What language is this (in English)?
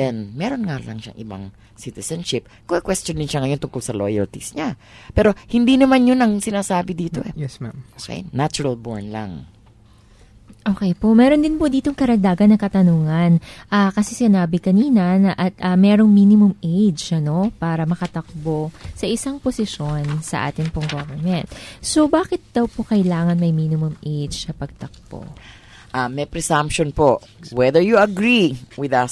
Filipino